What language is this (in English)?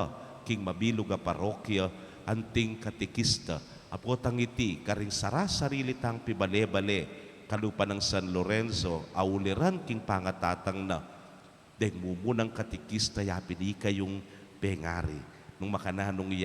Pampanga